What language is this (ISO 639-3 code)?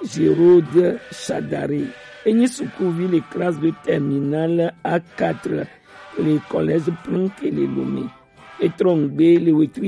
gej